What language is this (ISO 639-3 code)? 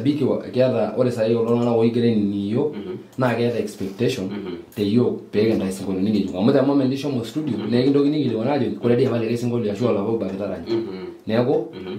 mas